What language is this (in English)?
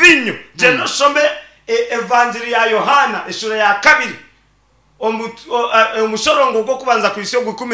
Nyankole